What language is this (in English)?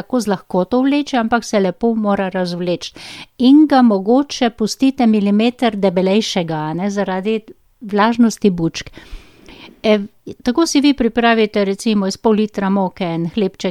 Slovenian